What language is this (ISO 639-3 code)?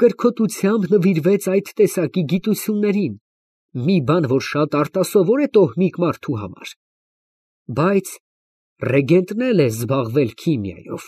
hye